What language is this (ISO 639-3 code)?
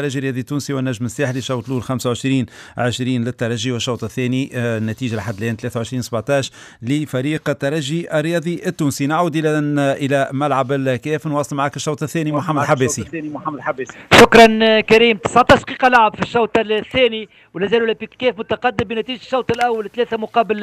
ara